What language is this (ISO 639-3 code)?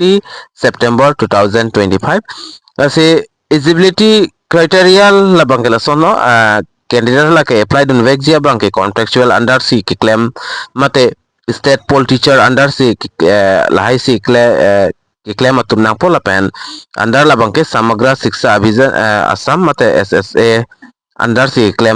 mjw